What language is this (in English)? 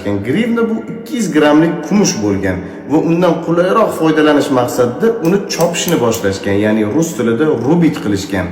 Uzbek